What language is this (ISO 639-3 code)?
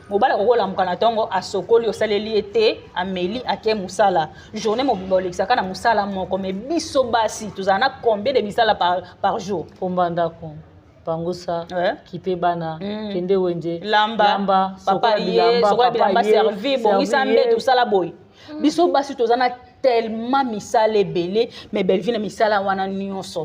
lin